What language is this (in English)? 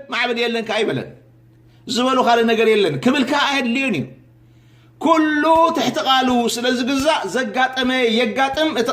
Tigrinya